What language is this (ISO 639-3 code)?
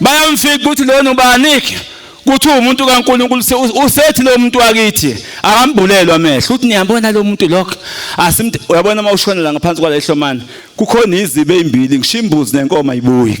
zul